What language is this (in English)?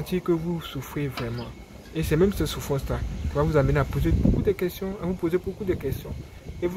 French